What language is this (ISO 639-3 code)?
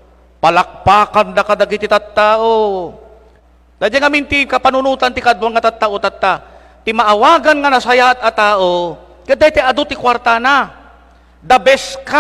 ilo